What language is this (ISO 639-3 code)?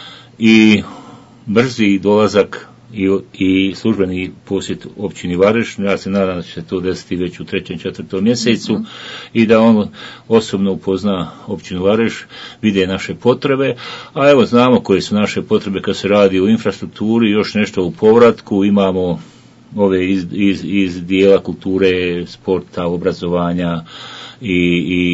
bos